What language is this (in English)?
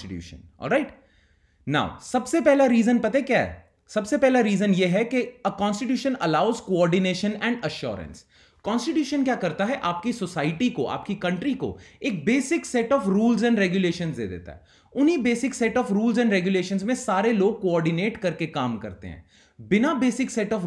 Hindi